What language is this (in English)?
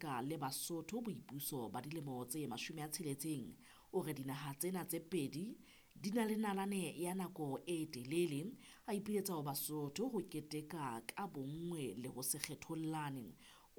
Southern Sotho